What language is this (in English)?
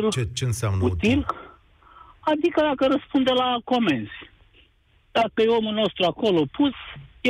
Romanian